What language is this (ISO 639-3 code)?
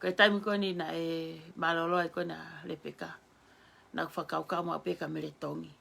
ton